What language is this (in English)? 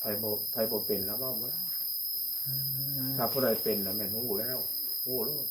Northeastern Thai